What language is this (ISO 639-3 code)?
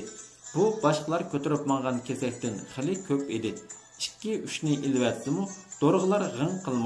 uig